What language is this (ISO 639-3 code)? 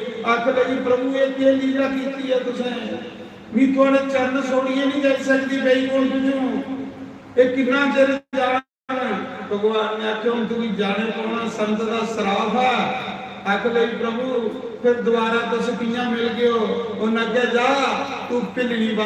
doi